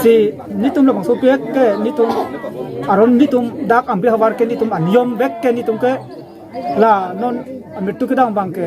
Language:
Karbi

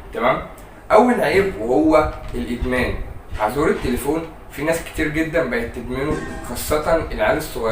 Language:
Egyptian Arabic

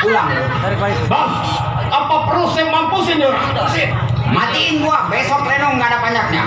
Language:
Betawi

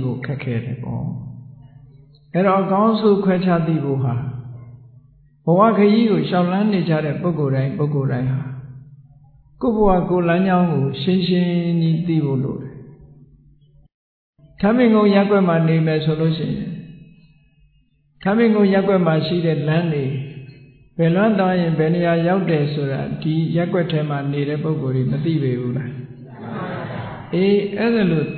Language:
Burmese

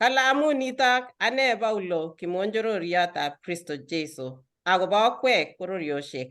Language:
Kalenjin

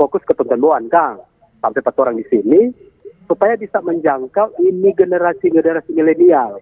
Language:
Manado Malay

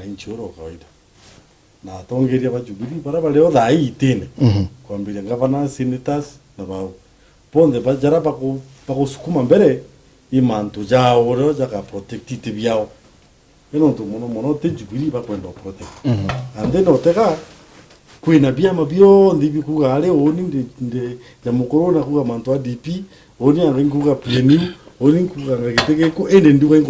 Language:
Meru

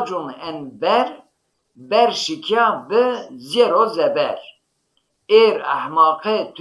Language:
Zaza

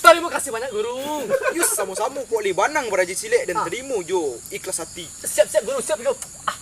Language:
Minangkabau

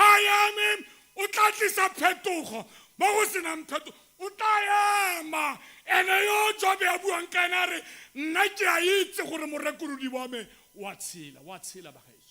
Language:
Tswana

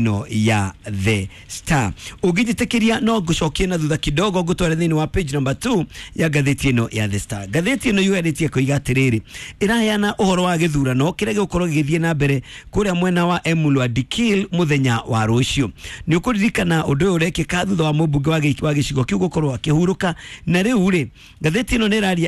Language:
Kikuyu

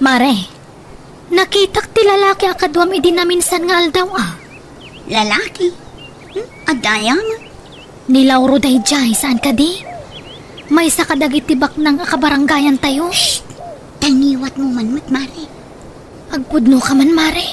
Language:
Iloko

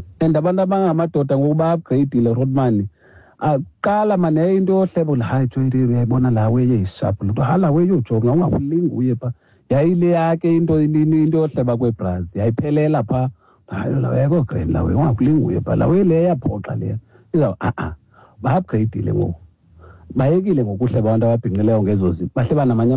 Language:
Xhosa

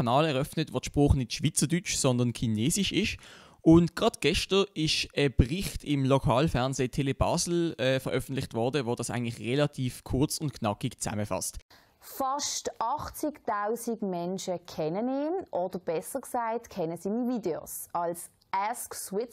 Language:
Swiss German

